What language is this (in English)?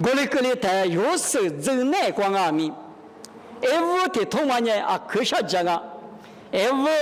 Lisu